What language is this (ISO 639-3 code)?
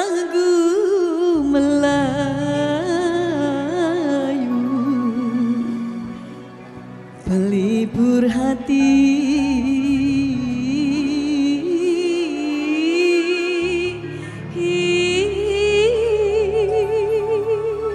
msa